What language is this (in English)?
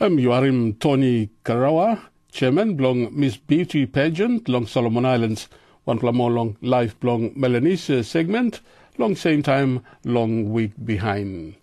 Tok Pisin